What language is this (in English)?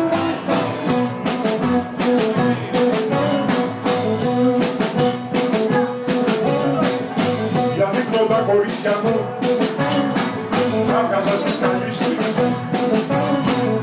Greek